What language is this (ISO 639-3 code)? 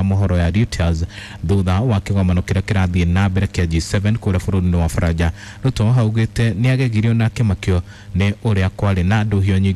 kik